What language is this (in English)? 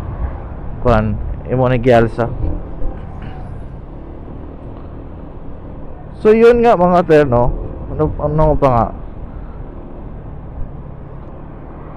Filipino